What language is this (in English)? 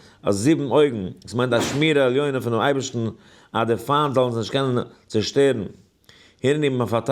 Yiddish